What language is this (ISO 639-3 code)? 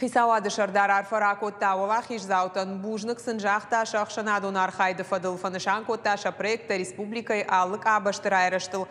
oss